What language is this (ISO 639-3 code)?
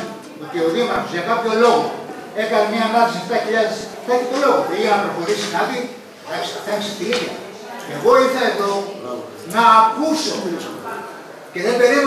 ell